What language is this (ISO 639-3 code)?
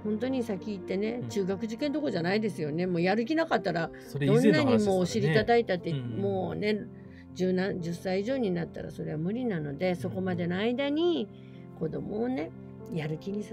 jpn